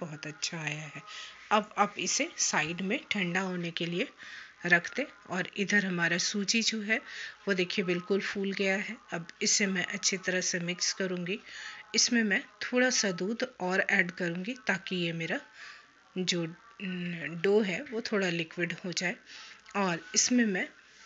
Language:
Hindi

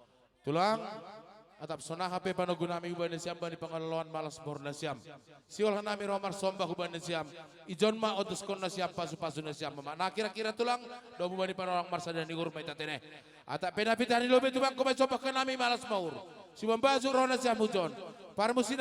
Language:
Batak Simalungun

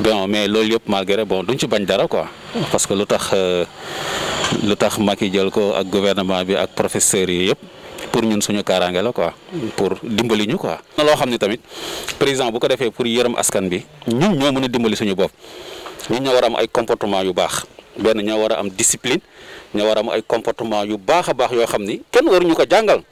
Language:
Wolof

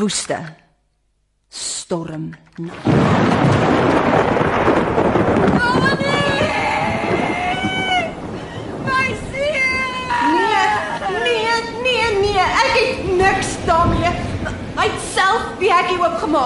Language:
Afrikaans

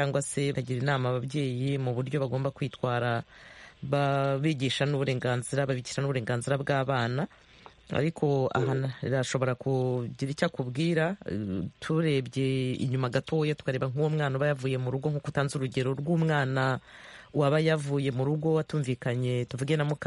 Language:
Kinyarwanda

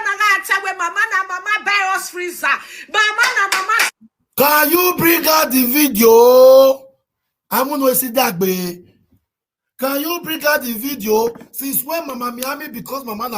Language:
Nigerian Pidgin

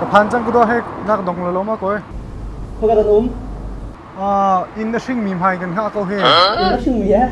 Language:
Hakha Chin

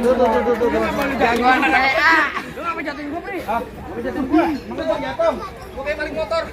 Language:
Betawi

